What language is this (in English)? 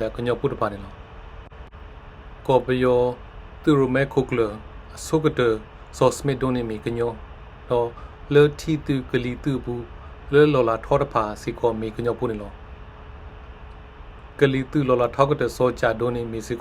S'gaw Karen